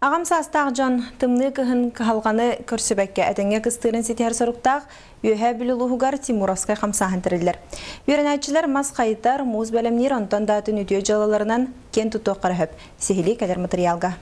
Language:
Yakut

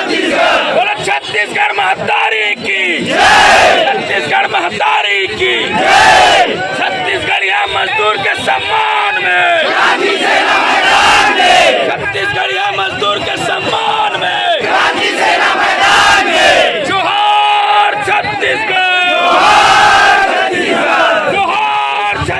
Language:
Chhattisgarhi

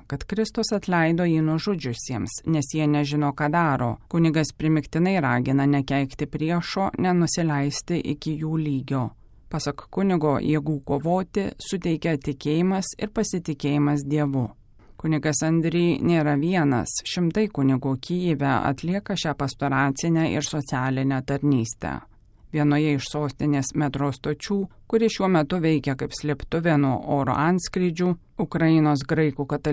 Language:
Lithuanian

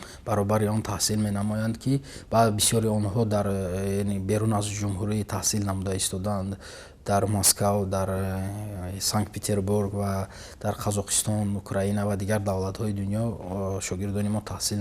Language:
Tajik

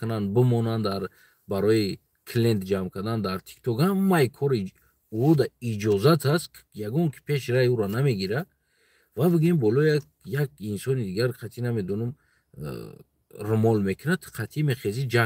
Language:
Tajik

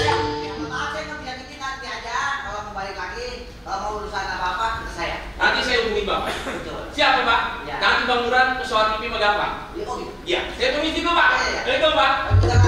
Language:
Betawi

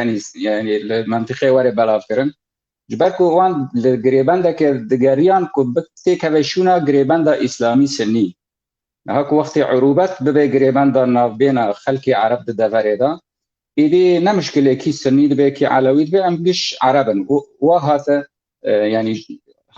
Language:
Kurdish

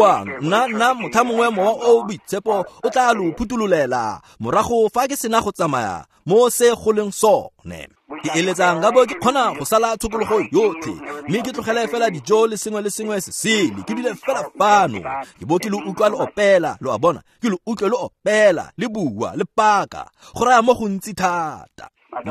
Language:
Tswana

